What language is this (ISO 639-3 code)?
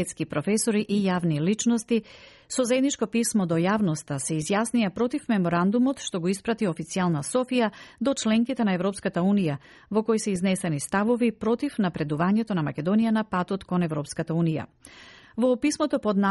mkd